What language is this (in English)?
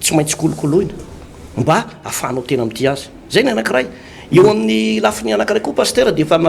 Malagasy